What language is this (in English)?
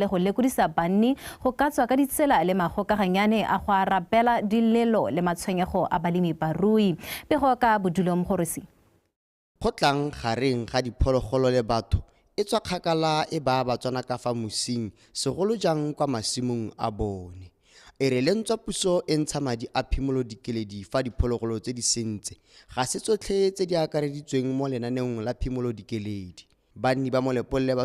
Tswana